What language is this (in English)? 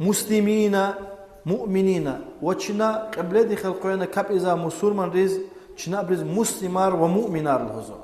Lezghian